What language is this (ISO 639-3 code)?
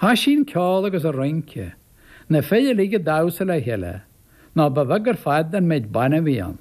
gle